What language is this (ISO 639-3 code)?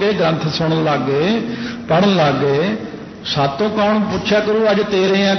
pan